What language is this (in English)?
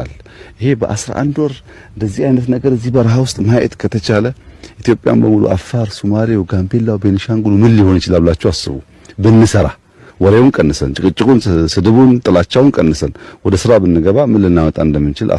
Amharic